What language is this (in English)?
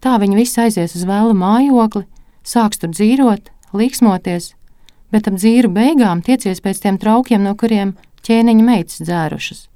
Latvian